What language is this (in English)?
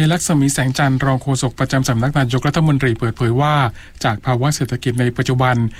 Thai